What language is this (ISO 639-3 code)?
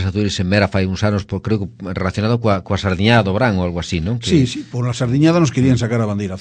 glg